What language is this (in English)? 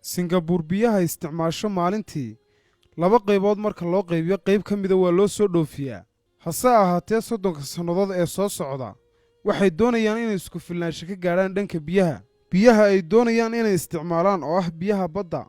Somali